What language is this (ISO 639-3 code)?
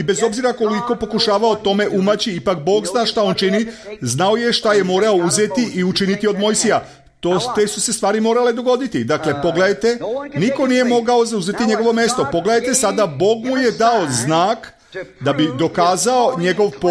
srp